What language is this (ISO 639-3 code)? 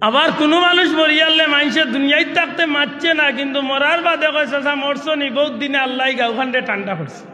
syl